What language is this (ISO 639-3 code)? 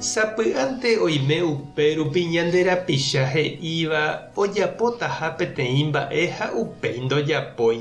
grn